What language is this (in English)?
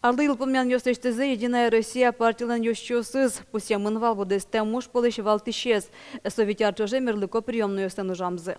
Udmurt